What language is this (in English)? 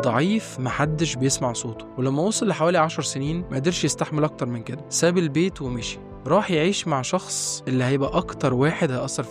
Egyptian Arabic